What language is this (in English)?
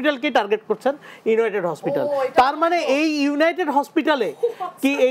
Bangla